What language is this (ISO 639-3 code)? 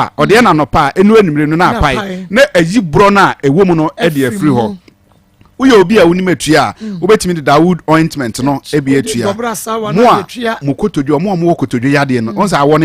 aka